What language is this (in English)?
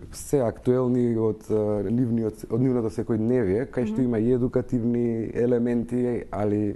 Macedonian